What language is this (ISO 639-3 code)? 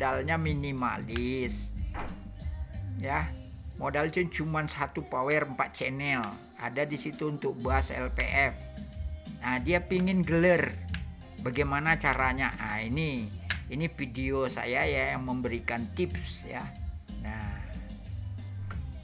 ind